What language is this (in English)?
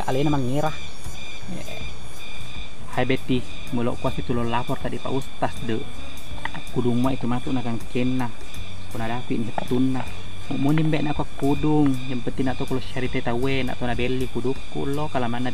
Buginese